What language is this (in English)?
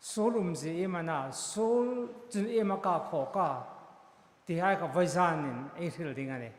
Hmar